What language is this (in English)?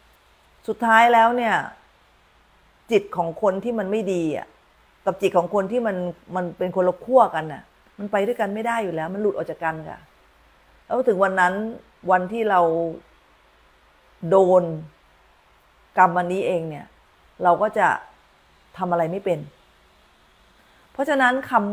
Thai